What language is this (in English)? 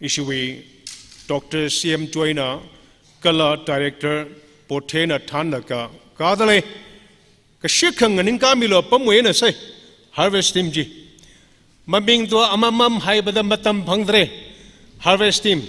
Tangkhul Naga (India)